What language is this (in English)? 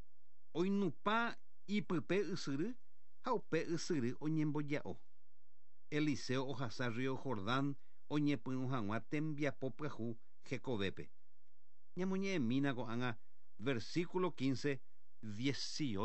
Guarani